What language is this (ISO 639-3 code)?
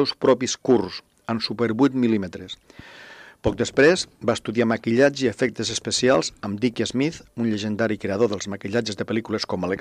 cat